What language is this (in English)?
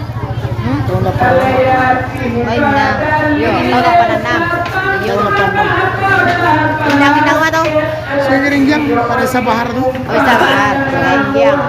Minangkabau